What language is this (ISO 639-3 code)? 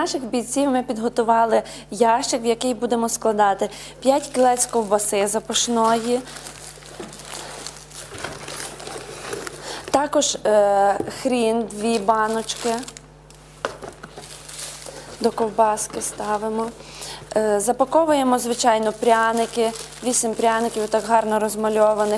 ukr